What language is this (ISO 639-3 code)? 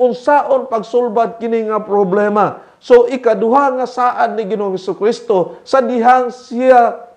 ceb